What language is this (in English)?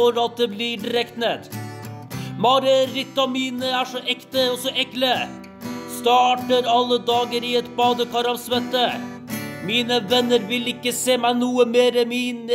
Norwegian